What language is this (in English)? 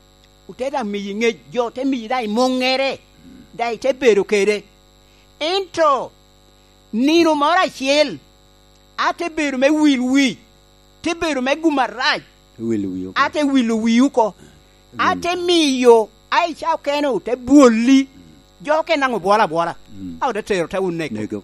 Lango (Uganda)